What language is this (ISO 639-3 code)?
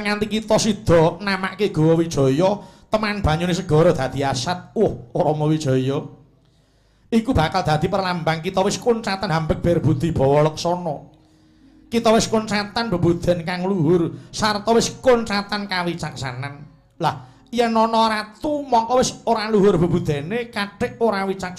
jav